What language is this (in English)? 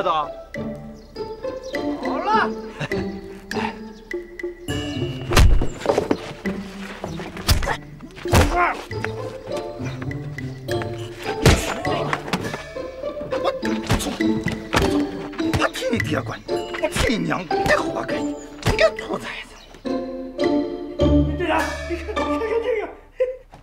Chinese